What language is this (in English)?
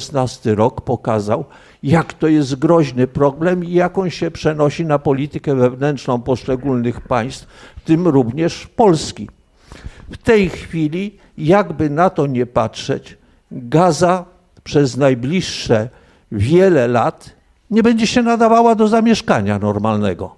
Polish